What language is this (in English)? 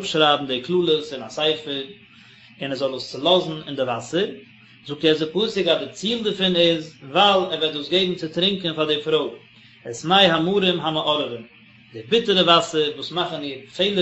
Yiddish